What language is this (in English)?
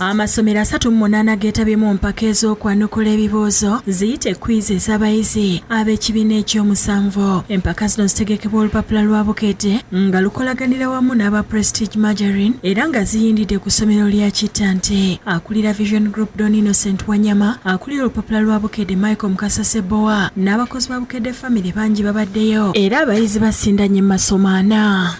Ganda